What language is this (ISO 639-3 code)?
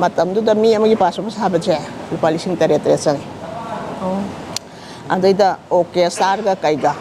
mni